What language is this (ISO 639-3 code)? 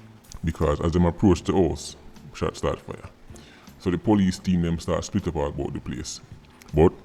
jam